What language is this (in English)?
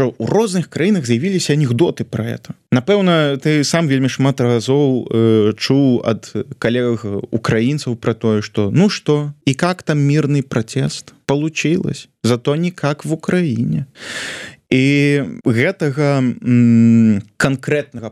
Belarusian